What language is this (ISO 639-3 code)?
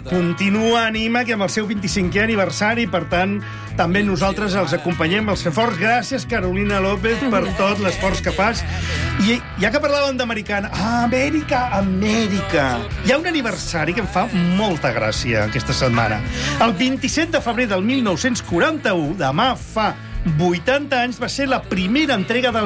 cat